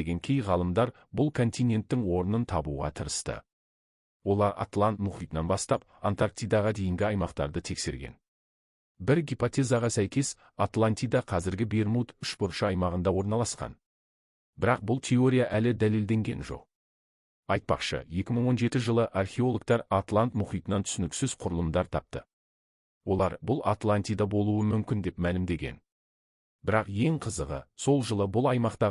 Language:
Kazakh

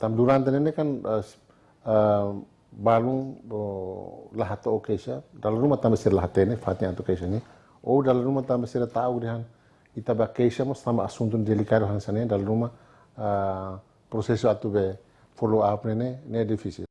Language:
Tetum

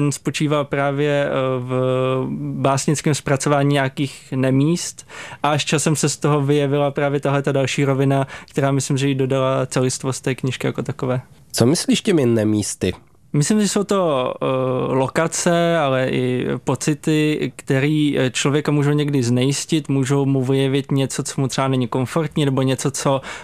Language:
Czech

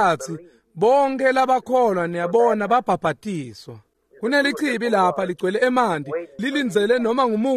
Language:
Swati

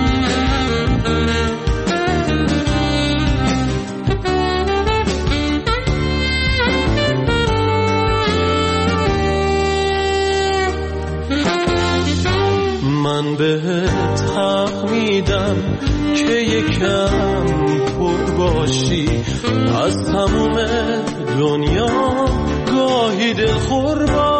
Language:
Persian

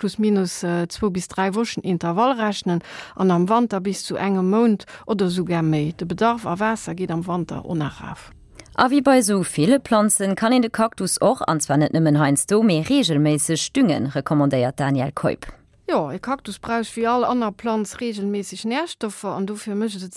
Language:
Luxembourgish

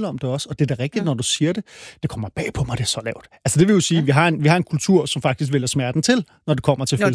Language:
Danish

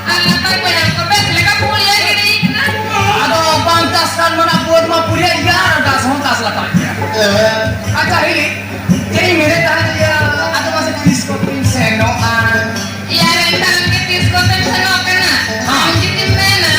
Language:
Santali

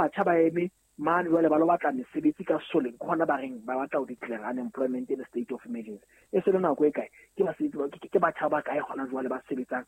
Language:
Southern Sotho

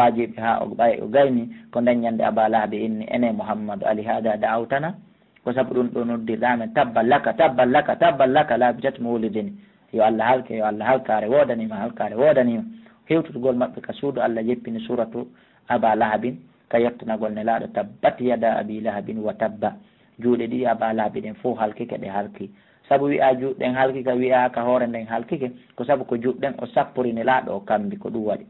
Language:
Fula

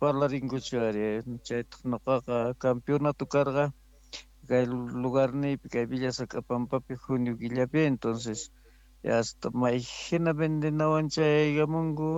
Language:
South Bolivian Quechua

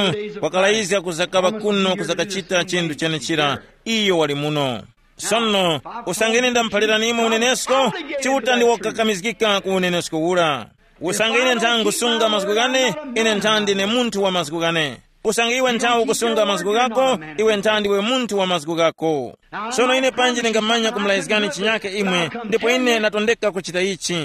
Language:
Tumbuka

